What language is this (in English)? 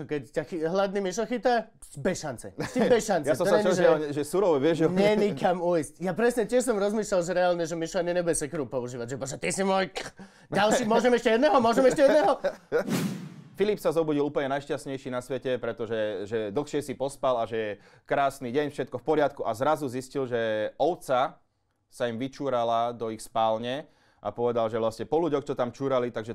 Slovak